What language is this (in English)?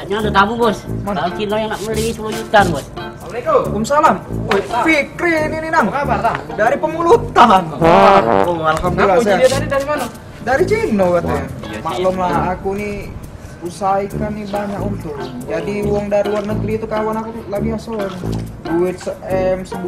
Musi